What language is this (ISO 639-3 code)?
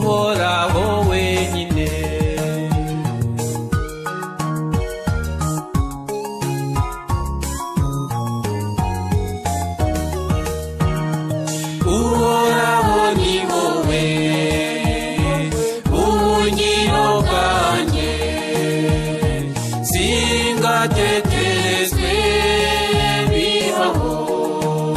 kin